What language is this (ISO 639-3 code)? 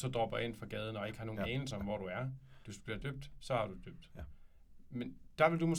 dan